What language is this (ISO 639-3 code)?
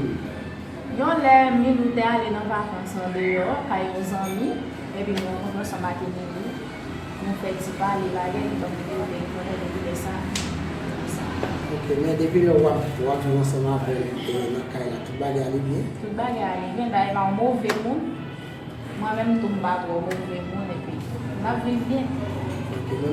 hat